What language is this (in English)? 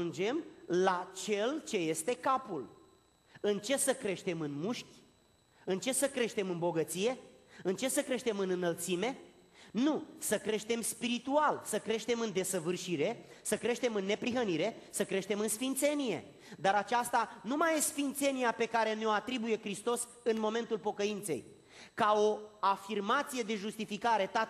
Romanian